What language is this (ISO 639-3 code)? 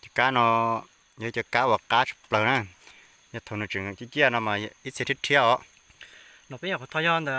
hmn